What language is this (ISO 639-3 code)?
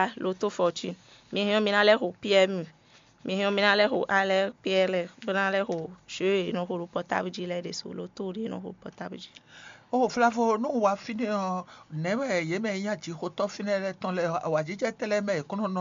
fon